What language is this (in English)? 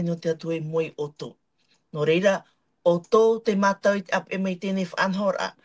Tahitian